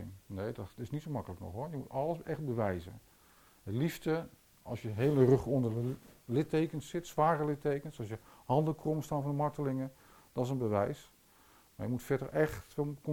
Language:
Dutch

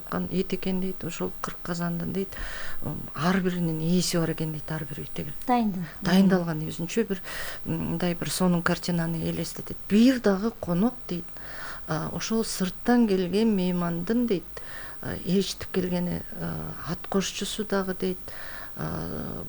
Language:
Kyrgyz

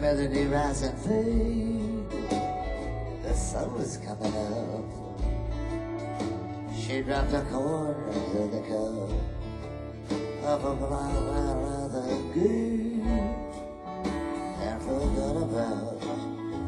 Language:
English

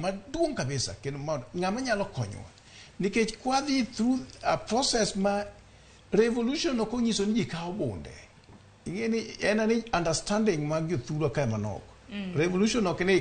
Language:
Luo (Kenya and Tanzania)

